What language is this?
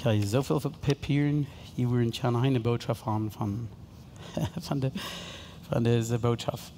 Plautdietsch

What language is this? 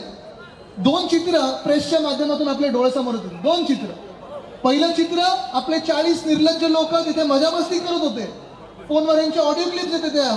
Marathi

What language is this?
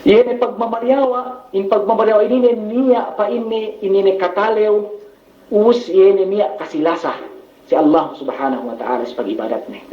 Yakan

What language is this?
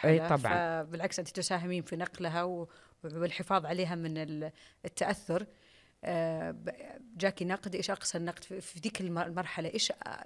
Najdi Arabic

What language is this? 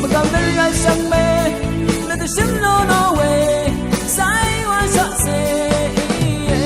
Rawang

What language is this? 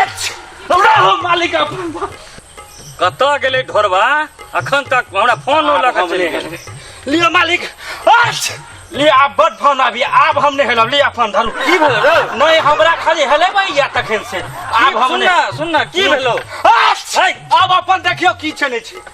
Maithili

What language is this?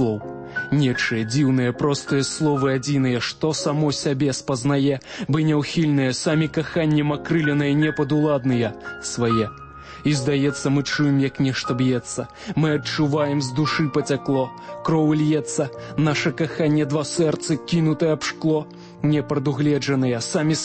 Belarusian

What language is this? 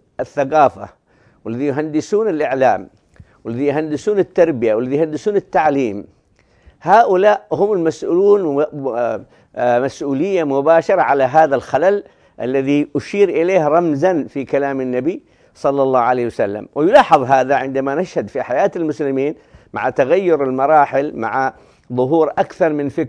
Arabic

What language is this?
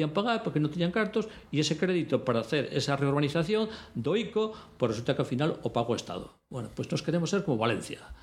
Galician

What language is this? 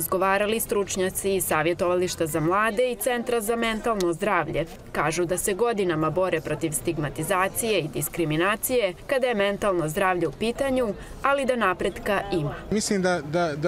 Serbian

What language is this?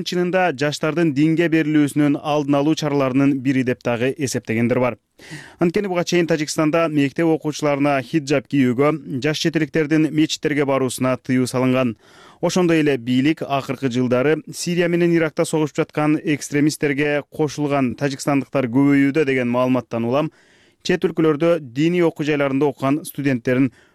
Kyrgyz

